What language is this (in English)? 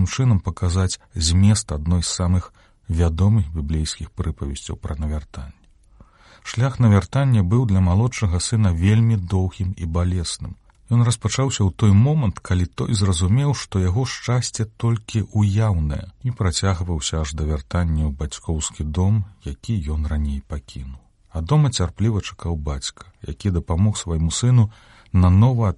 Belarusian